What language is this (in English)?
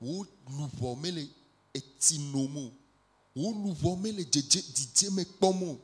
Ewe